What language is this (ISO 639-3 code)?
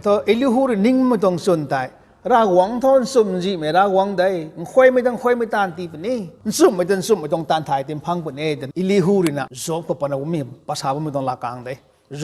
nbu